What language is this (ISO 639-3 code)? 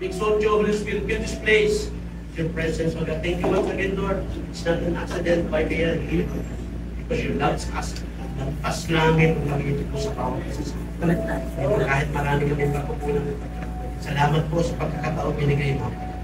fil